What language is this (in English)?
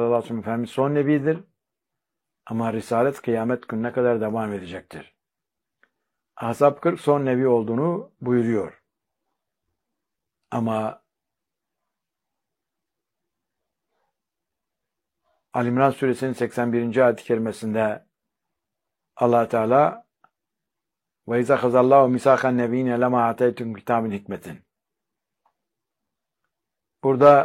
Turkish